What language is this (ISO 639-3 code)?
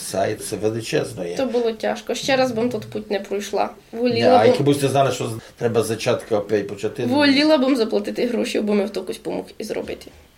rue